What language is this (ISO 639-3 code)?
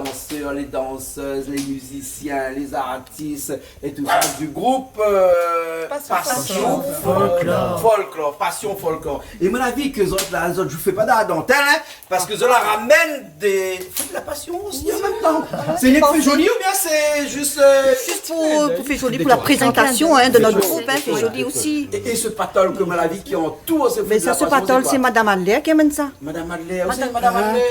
rcf